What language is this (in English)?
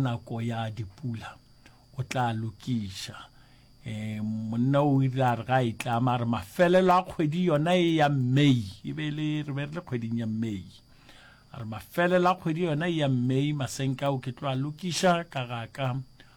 Northern Sotho